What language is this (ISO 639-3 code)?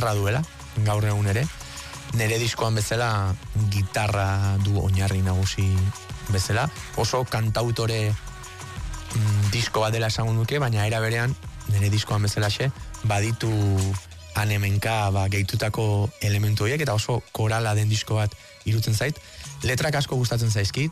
eus